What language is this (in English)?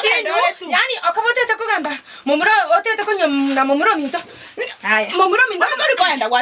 Gusii